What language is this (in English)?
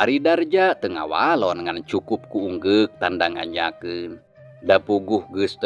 Sundanese